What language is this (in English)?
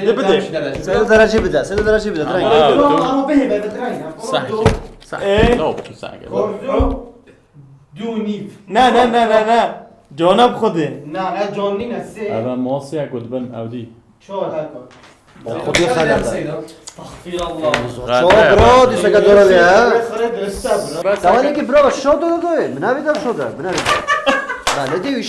Kurdish